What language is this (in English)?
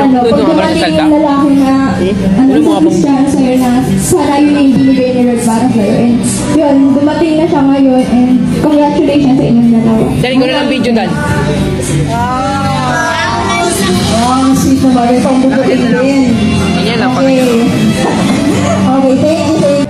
Filipino